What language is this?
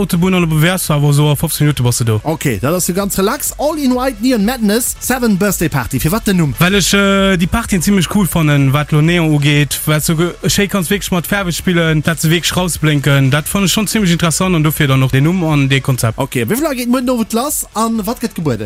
Luxembourgish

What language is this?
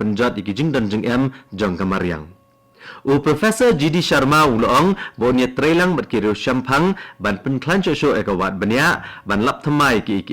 Khasi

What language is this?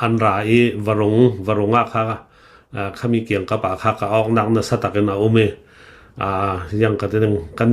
Hakha Chin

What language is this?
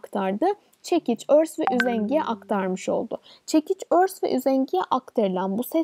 Turkish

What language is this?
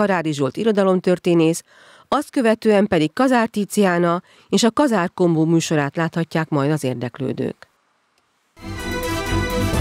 Hungarian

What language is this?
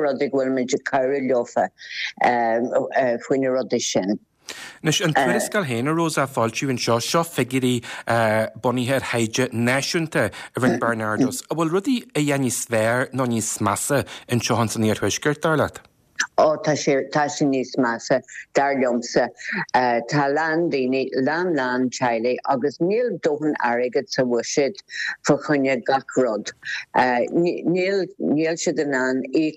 Irish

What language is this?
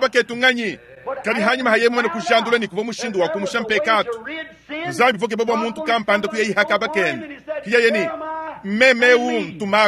Luba-Lulua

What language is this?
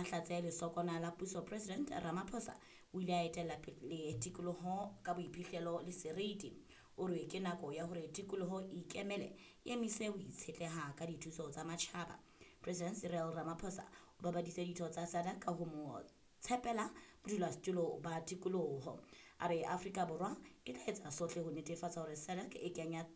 Southern Sotho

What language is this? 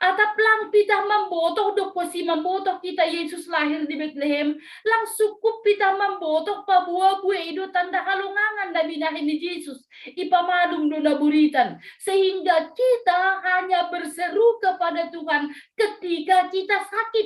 Batak Simalungun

